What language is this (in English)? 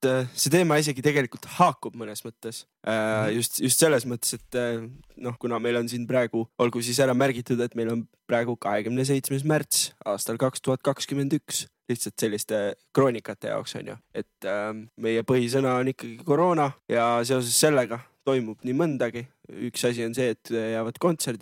Estonian